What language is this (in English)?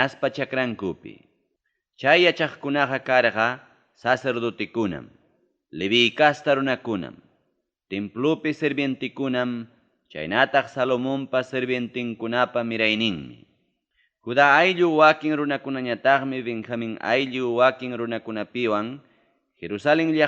Ayacucho Quechua